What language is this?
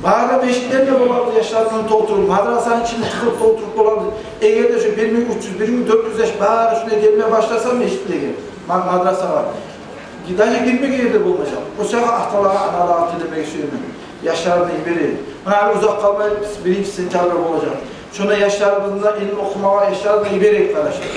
Kumyk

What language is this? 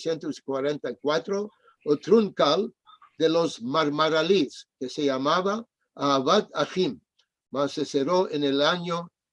Ladino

